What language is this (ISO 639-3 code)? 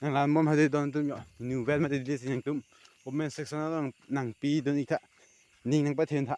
mjw